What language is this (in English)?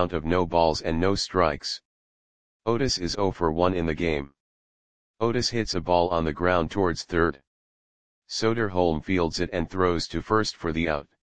English